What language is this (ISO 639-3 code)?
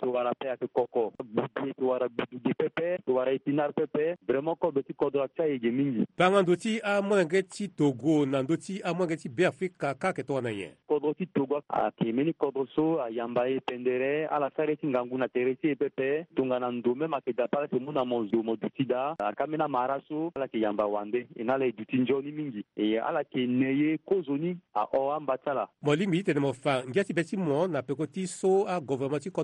sag